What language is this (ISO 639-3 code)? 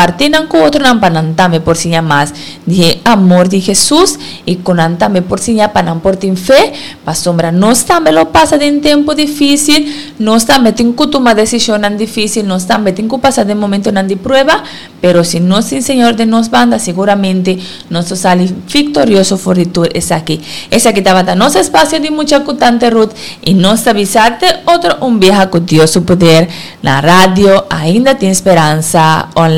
pap